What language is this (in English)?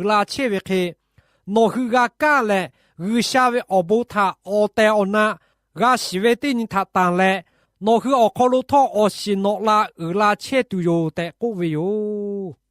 Lahu